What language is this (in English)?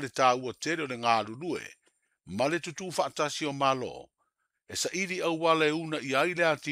Samoan